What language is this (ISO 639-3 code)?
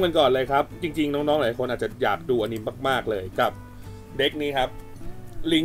tha